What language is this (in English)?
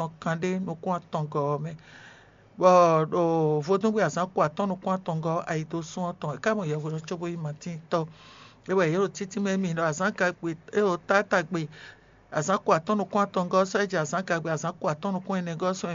Fon